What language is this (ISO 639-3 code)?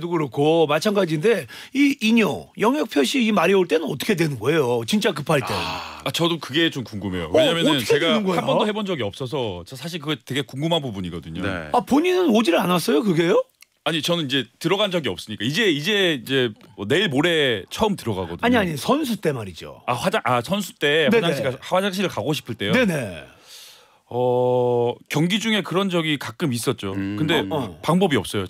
kor